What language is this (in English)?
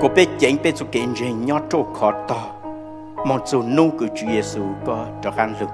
Hmong